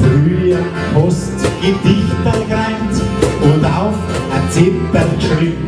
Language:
Bavarian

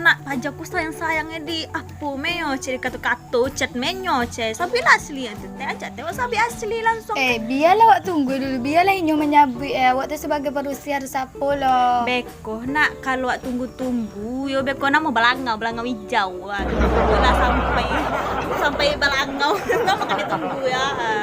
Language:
Minangkabau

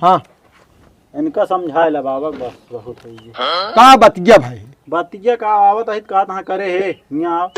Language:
Awadhi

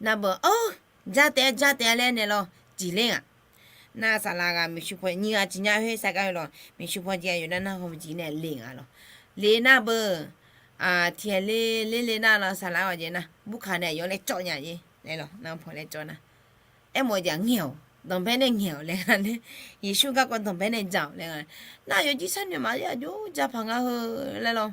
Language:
Akha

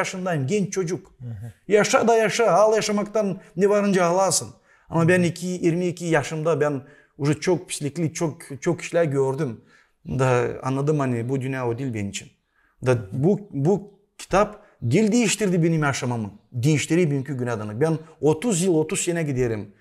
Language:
Gagauz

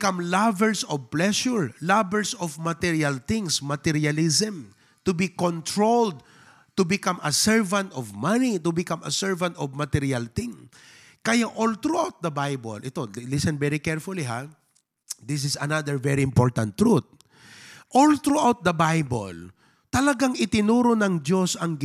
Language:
Iloko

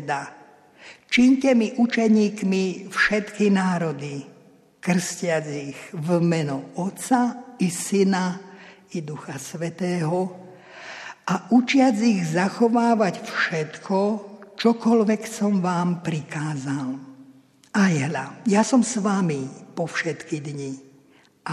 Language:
Slovak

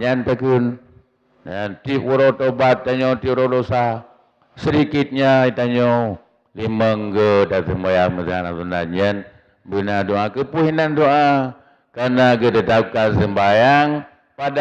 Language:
Achinese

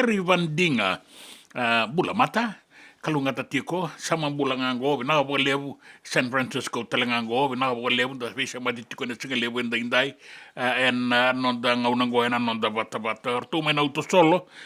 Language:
Fijian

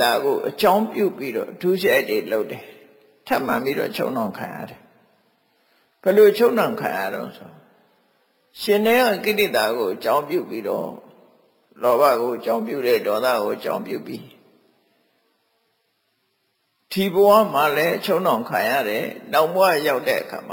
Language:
Burmese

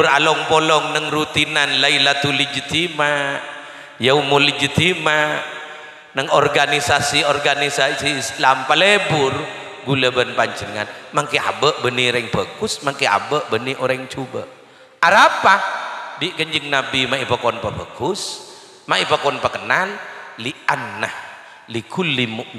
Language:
Madurese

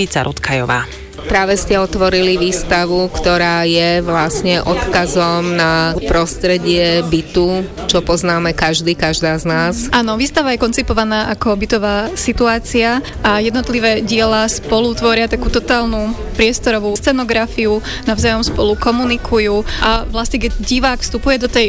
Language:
Slovak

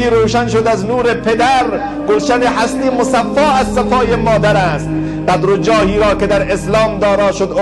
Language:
Tajik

